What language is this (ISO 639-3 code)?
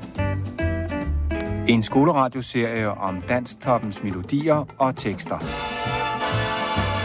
dan